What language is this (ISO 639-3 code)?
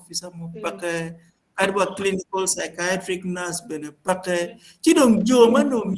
ach